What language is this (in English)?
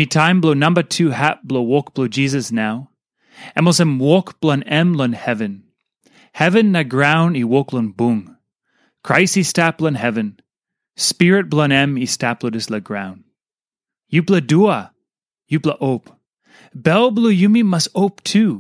Tok Pisin